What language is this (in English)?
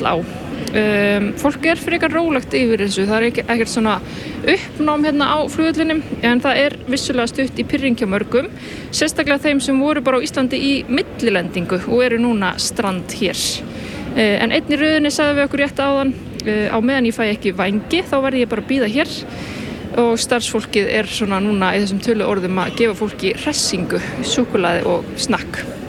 Icelandic